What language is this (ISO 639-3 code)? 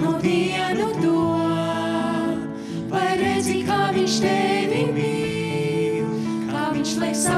lav